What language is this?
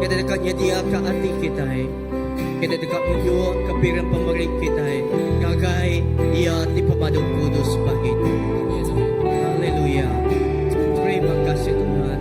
Iban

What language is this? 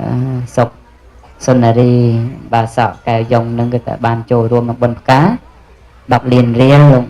Khmer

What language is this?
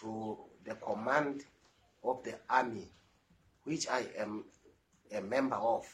Southern Sotho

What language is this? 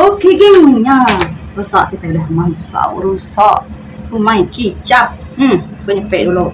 Iban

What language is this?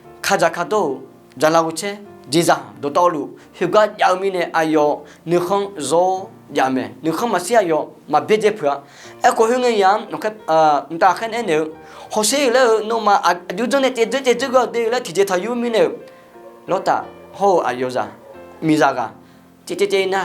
Akha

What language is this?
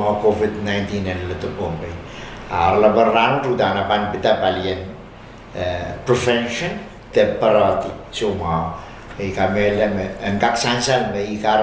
Pohnpeian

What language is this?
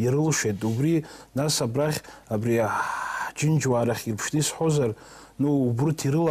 Abkhazian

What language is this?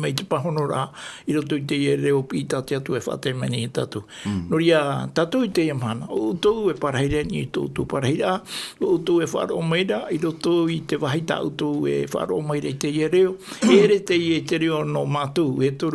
Tahitian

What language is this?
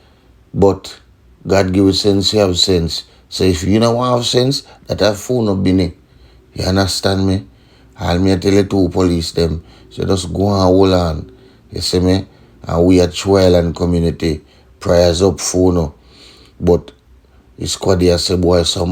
Jamaican Creole English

